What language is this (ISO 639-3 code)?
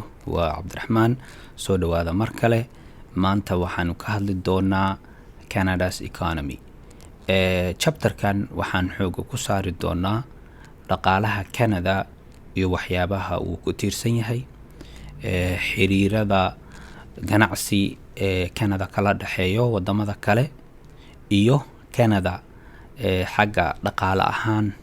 som